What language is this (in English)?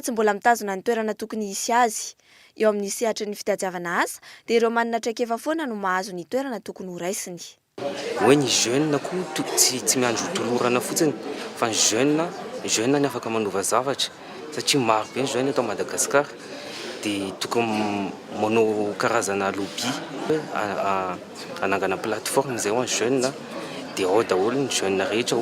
Malagasy